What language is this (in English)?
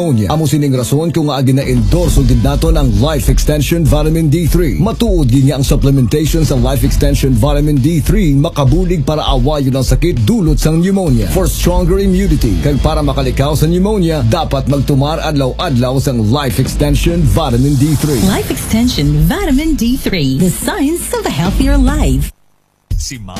Hiligaynon